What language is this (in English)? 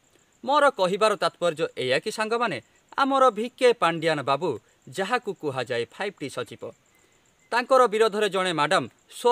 Odia